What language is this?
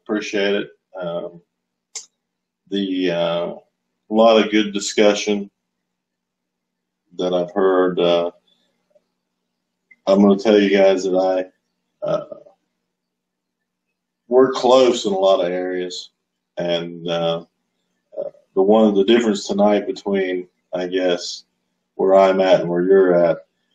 English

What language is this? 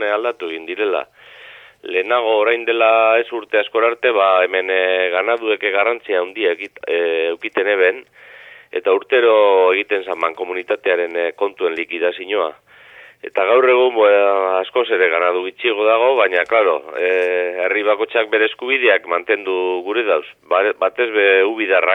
Basque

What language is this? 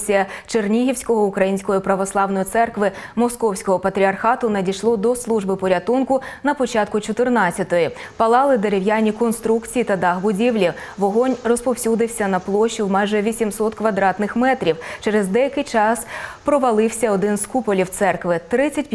Ukrainian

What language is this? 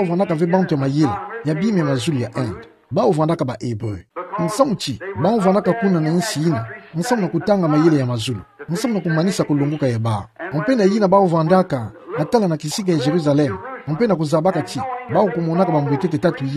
Kituba (Democratic Republic of Congo)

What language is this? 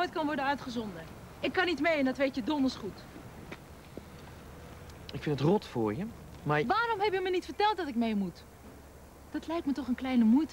Dutch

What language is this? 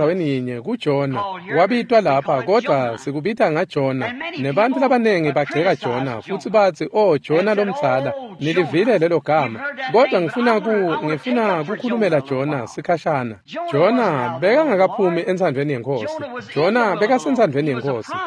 Swati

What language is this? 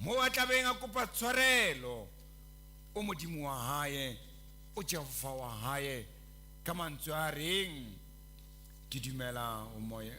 Southern Sotho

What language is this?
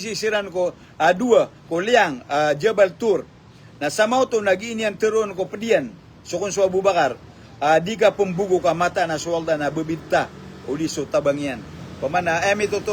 Maranao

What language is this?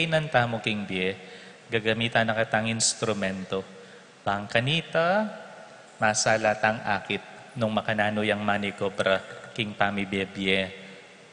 Pampanga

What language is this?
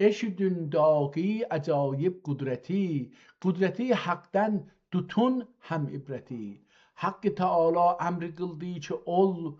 South Azerbaijani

